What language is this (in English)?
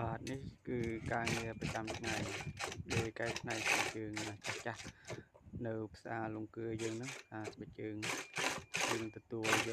Khmer